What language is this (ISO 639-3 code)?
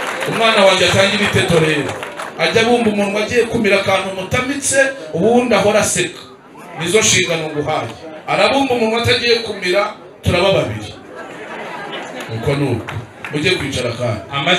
kin